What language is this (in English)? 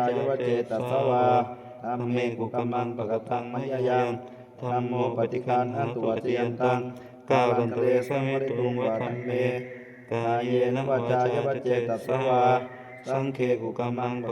Pali